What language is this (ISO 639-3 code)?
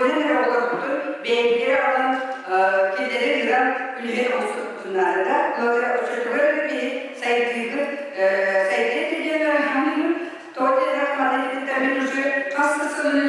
sah